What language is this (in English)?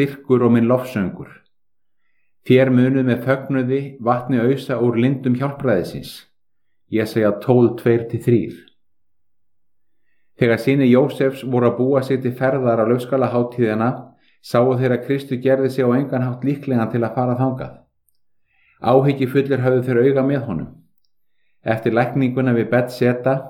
Icelandic